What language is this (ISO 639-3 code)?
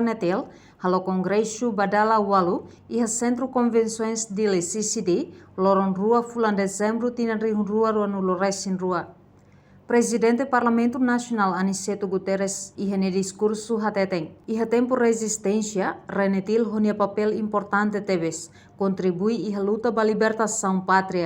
tet